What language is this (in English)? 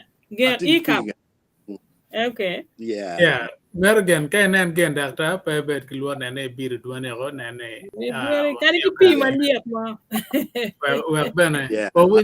Acoli